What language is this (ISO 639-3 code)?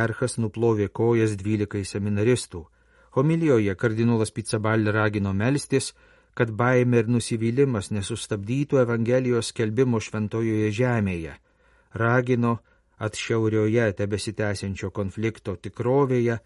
lit